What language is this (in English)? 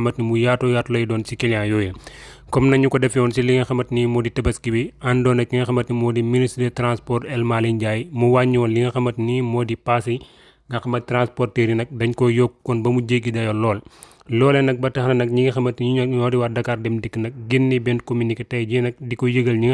Wolof